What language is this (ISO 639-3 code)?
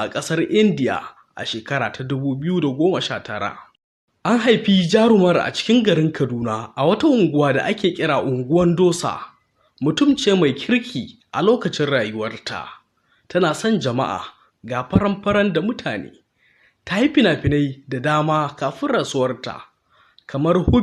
hau